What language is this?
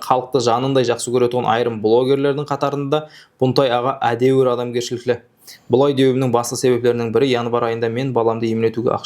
Kara-Kalpak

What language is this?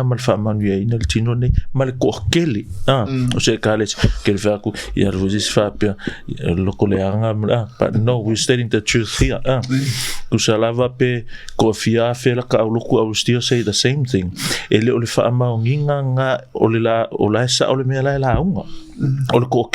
Samoan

